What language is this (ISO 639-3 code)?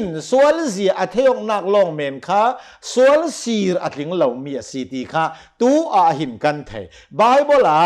cnh